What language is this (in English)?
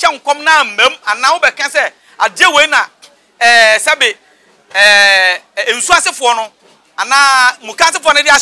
Akan